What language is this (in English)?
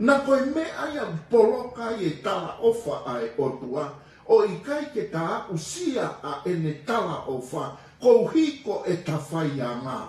Tongan